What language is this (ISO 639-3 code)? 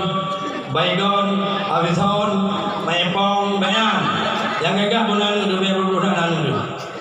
ace